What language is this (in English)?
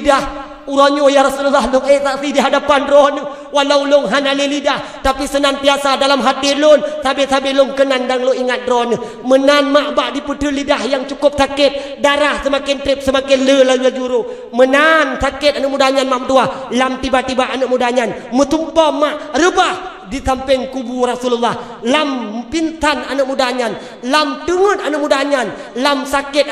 Achinese